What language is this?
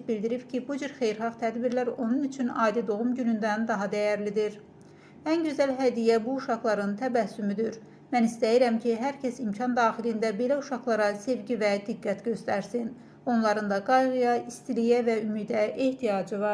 Azerbaijani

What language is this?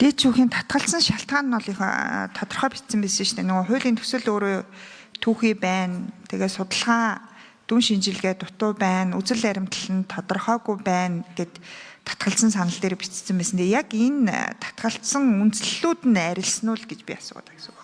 Mongolian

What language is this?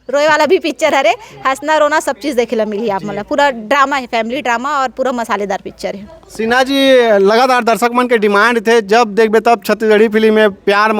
Chhattisgarhi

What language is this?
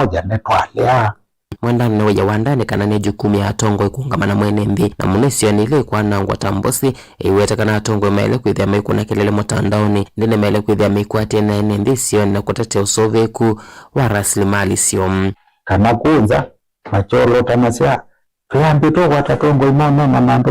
Kamba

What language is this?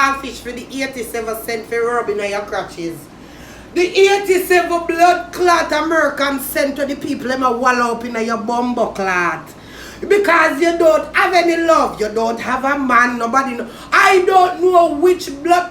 Jamaican Creole English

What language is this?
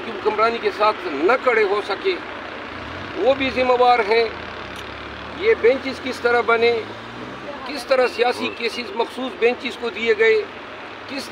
Urdu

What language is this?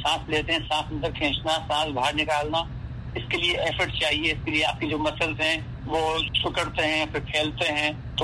Urdu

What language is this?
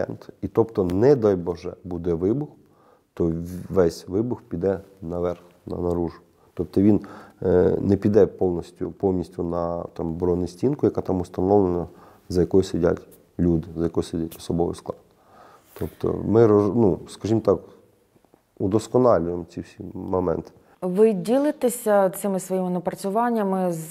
Ukrainian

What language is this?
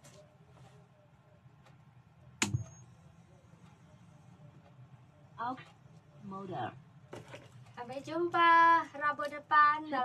Indonesian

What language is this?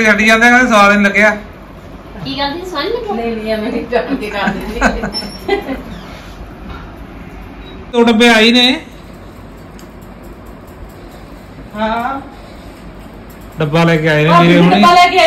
Punjabi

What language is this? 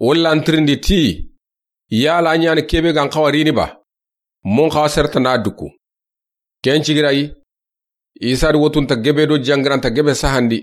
Soninke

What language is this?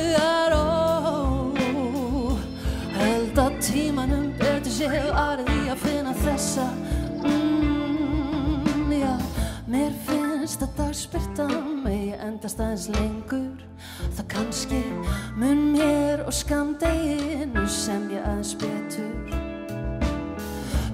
Icelandic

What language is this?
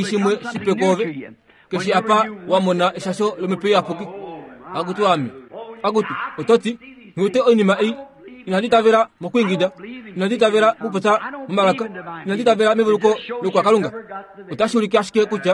Kuanyama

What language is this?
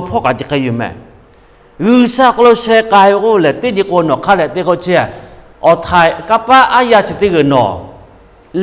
Lahu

